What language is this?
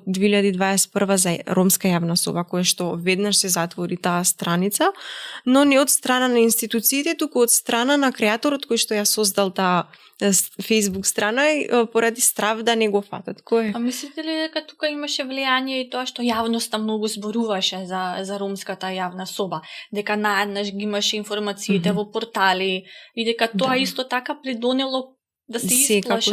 Macedonian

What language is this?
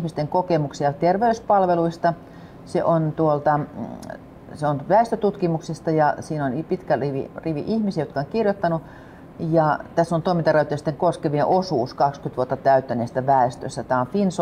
Finnish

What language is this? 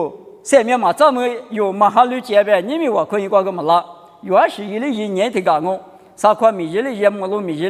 Lisu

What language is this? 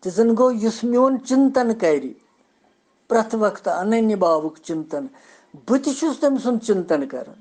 Kashmiri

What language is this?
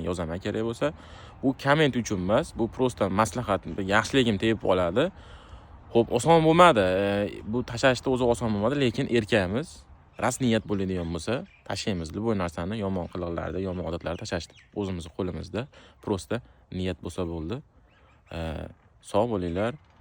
Uzbek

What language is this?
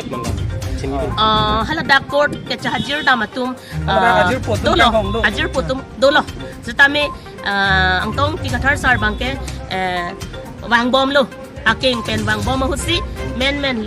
Karbi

